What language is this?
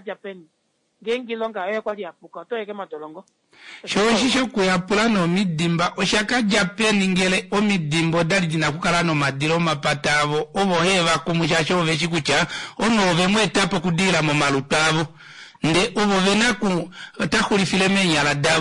Kuanyama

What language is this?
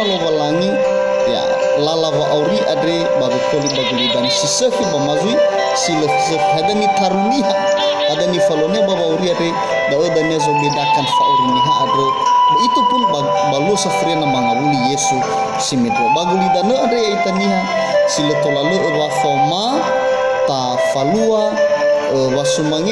Nias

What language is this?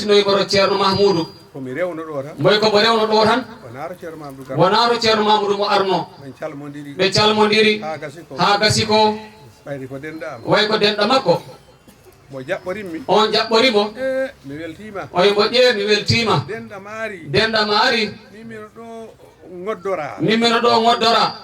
Fula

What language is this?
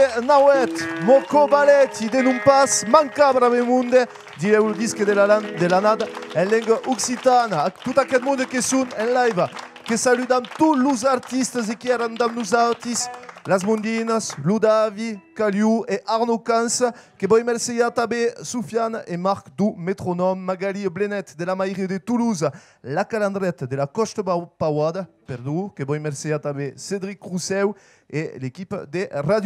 Occitan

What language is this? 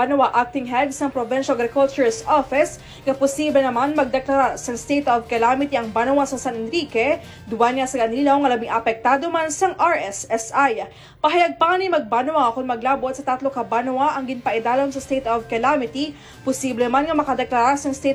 Hiligaynon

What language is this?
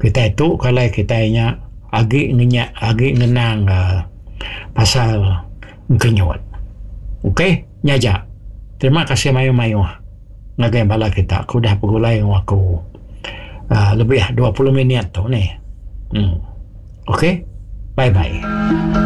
Iban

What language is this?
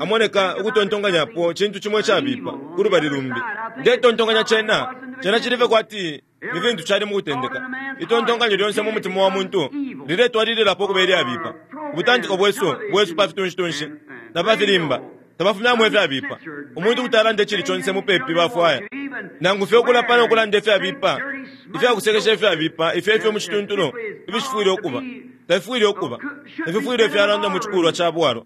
Bemba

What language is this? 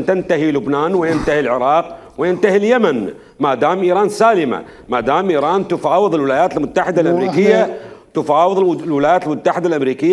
Mesopotamian Arabic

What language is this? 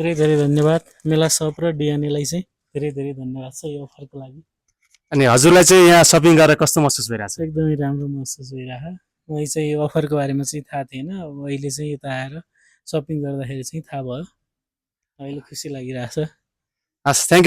Nepali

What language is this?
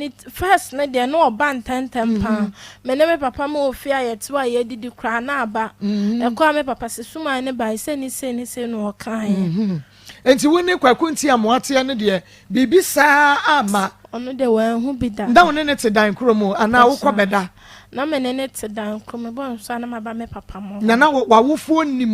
Akan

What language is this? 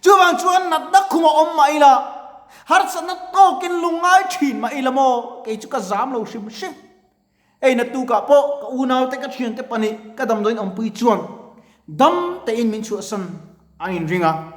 Mizo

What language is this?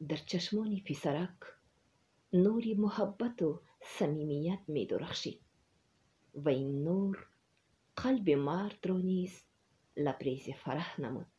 Tajik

